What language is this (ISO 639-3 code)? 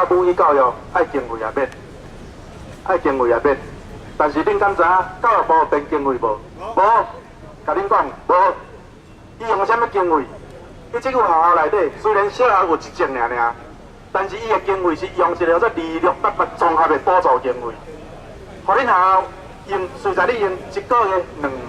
nan